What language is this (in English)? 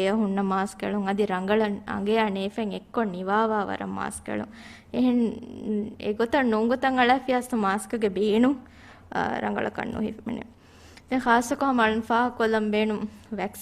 Divehi